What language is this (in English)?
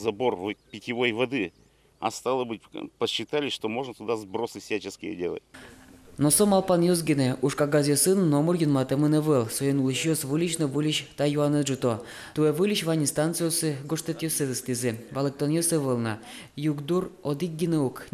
Udmurt